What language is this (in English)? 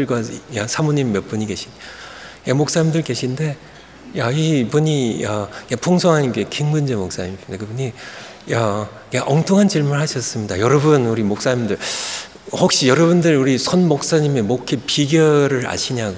Korean